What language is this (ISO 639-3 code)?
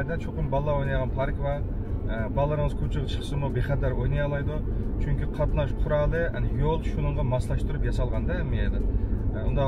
uig